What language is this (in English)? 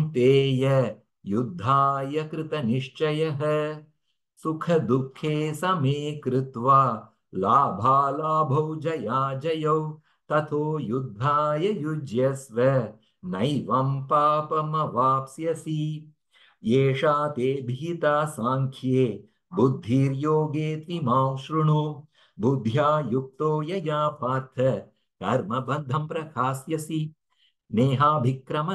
Sanskrit